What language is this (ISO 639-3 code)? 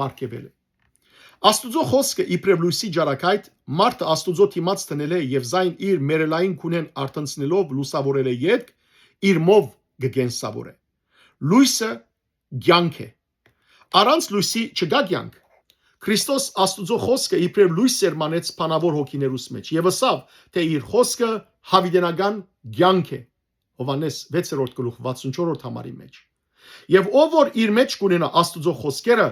hyw